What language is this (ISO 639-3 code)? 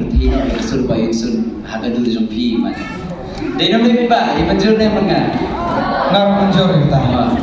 kha